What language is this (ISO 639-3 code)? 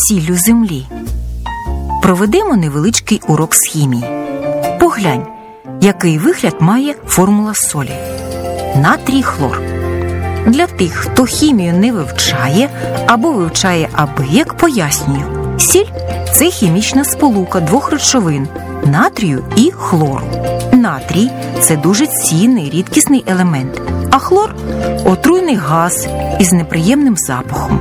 ukr